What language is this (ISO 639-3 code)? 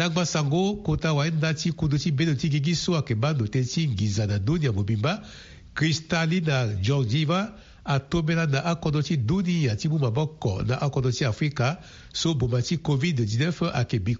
sag